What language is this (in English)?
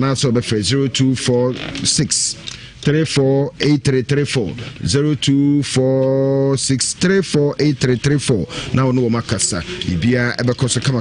Akan